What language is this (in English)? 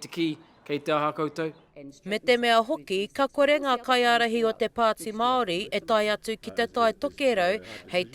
Māori